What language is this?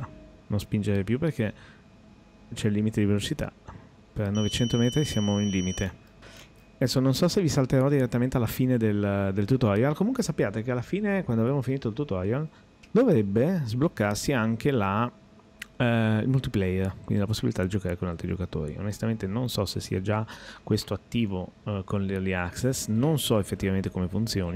Italian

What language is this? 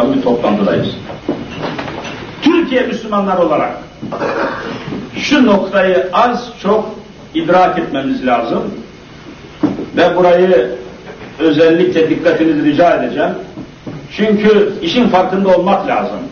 Turkish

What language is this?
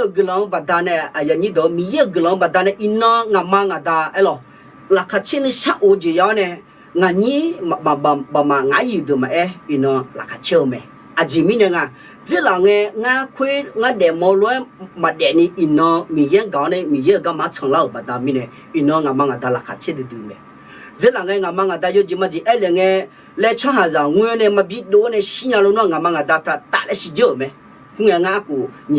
Akha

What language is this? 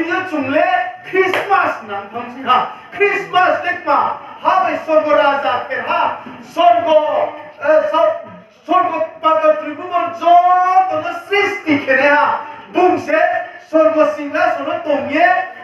Riang (India)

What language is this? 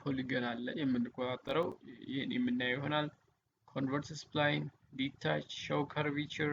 Amharic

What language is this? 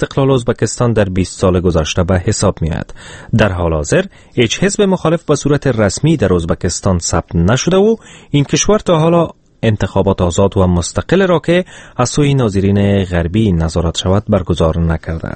Persian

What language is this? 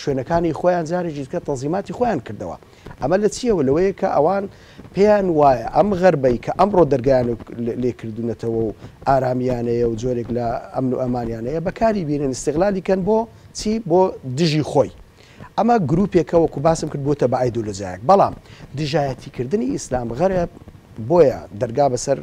Central Kurdish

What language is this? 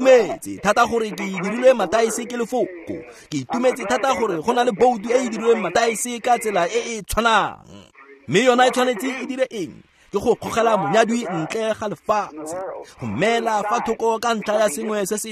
Tswana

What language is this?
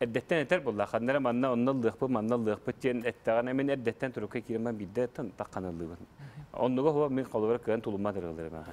Yakut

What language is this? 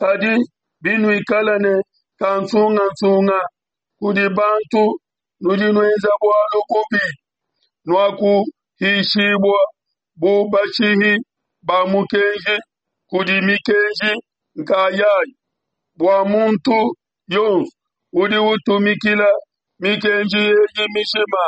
Luba-Lulua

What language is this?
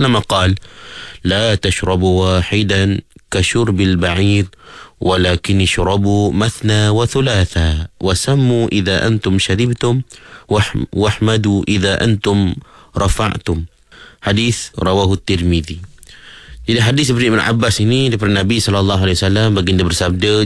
Malay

